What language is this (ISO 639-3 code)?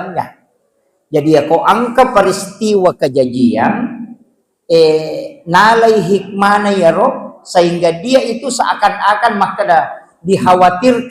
bug